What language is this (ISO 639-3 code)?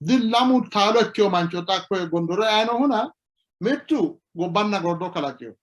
sid